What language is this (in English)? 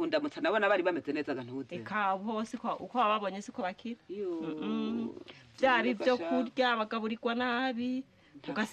Rundi